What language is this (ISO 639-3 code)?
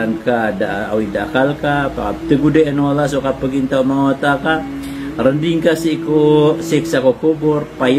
mrw